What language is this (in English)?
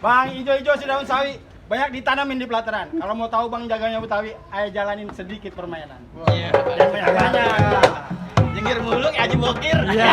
Betawi